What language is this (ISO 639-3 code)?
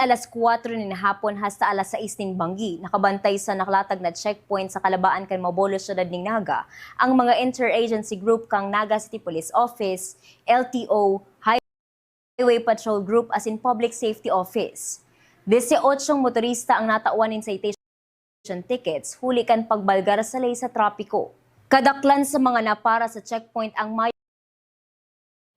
bik